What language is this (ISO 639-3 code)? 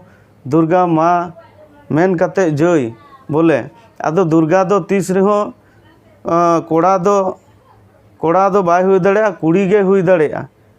sat